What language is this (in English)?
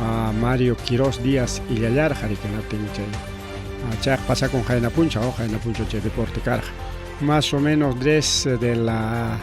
Ayacucho Quechua